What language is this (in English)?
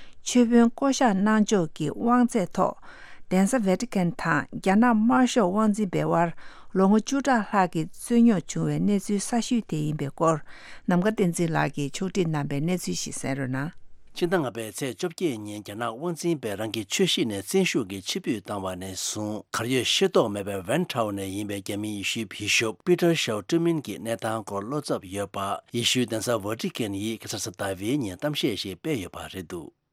Tibetan